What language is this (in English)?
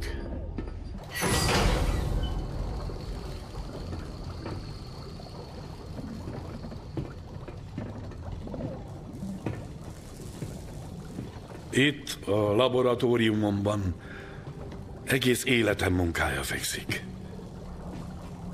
Hungarian